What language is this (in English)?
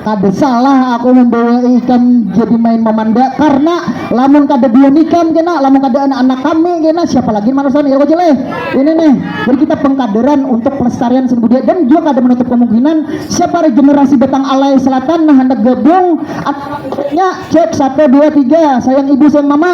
Banjar